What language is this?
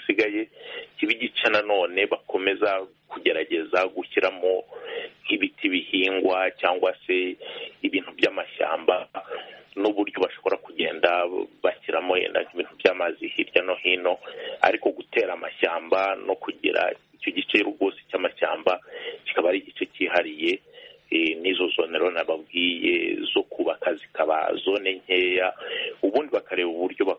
Kinyarwanda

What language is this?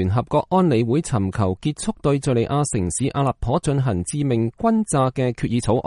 Cantonese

